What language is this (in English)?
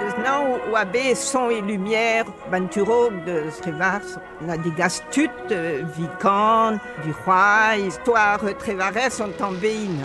Breton